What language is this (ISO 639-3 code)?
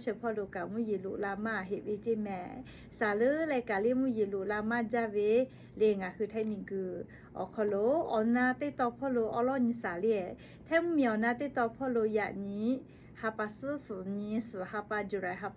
lhu